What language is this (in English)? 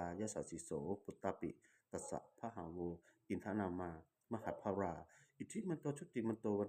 Pali